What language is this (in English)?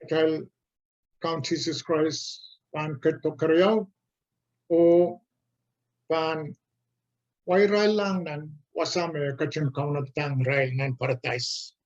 Pohnpeian